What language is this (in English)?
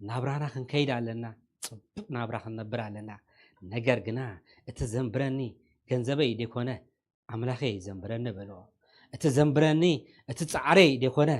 Tigrinya